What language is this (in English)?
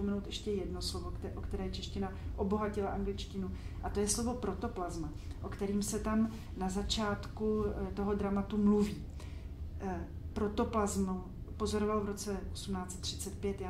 Czech